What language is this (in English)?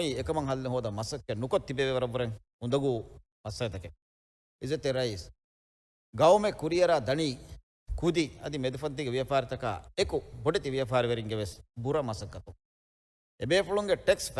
Divehi